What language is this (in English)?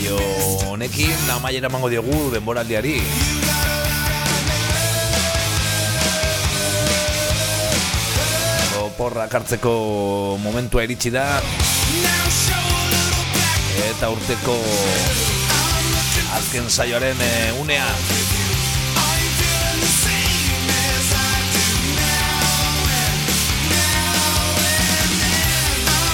Basque